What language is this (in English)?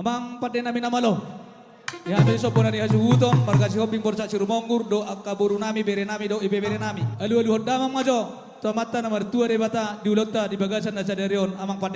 Batak Toba